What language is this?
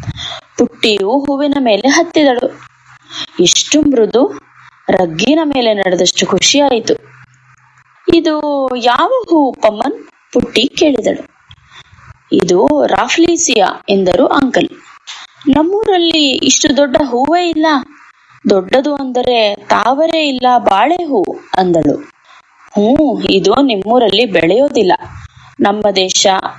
Kannada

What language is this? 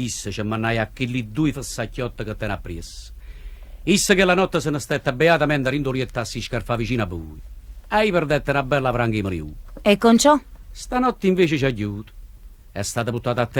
Neapolitan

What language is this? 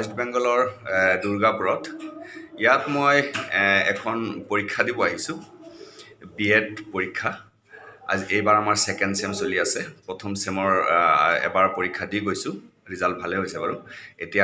Assamese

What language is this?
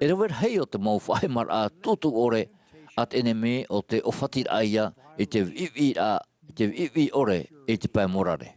Tahitian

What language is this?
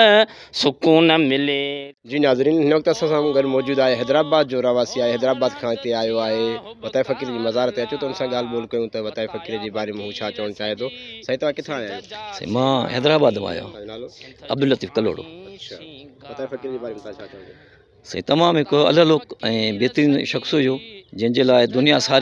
Sindhi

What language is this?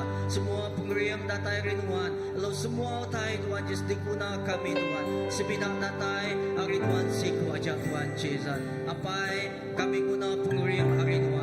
Iban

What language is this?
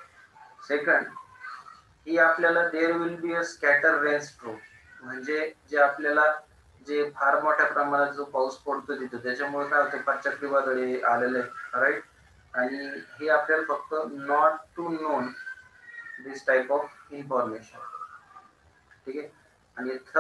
Marathi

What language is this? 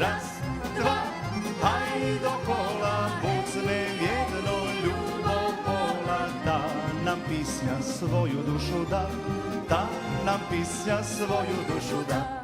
Rusyn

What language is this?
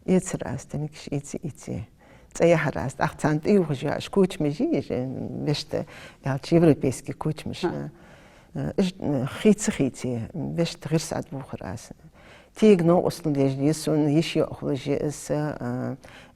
Ingush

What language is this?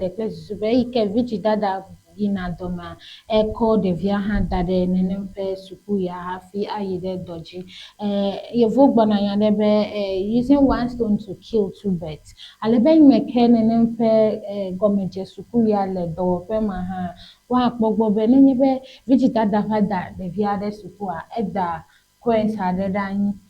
Ewe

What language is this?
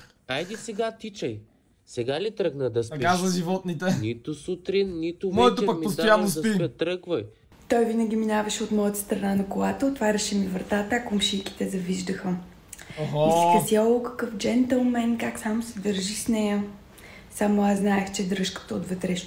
Bulgarian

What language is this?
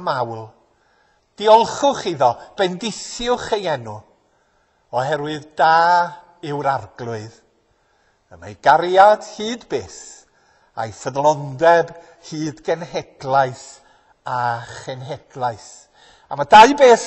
Welsh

